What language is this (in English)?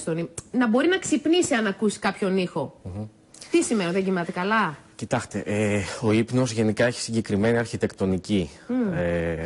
Greek